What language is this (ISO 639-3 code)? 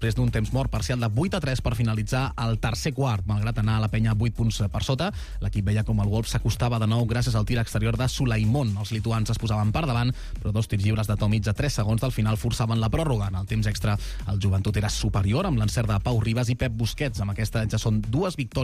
cat